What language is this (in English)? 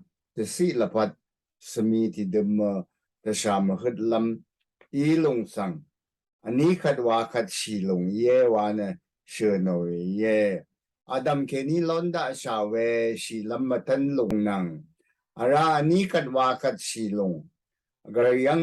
Rawang